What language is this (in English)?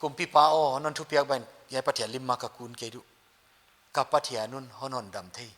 Paite Chin